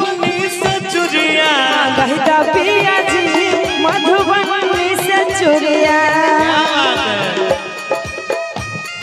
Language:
Bhojpuri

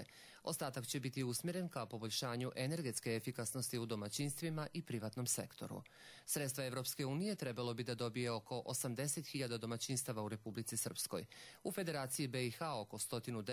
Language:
Croatian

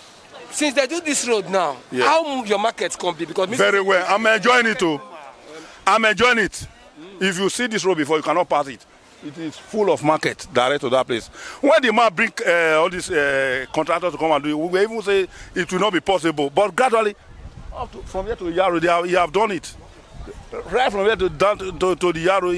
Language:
Nigerian Pidgin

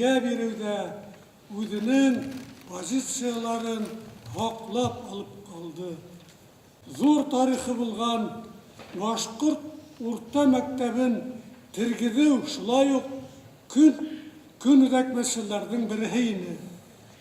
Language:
Bashkir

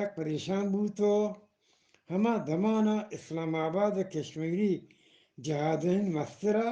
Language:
Eastern Balochi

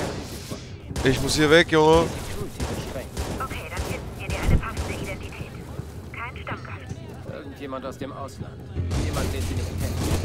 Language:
German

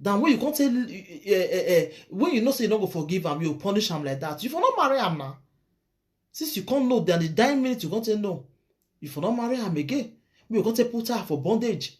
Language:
Nigerian Pidgin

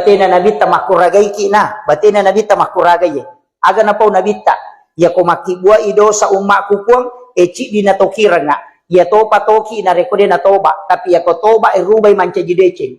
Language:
Buginese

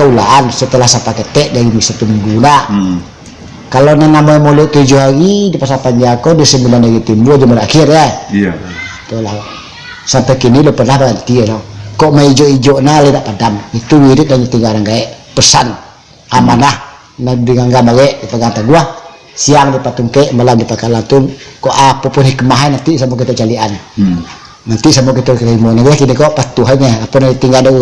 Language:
Minangkabau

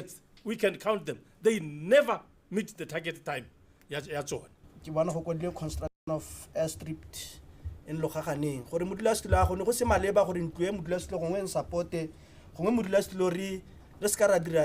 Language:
Tswana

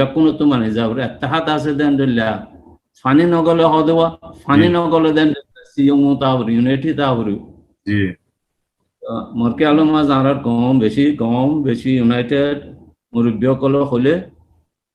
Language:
Rohingya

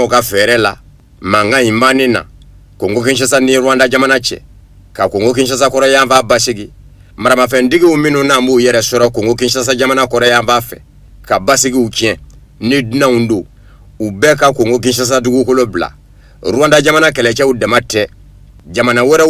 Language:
Bambara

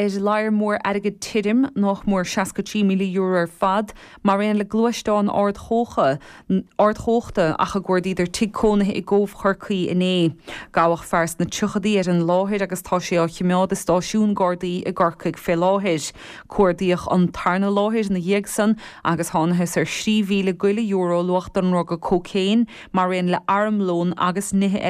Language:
Irish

